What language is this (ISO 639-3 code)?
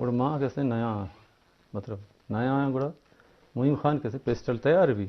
bgp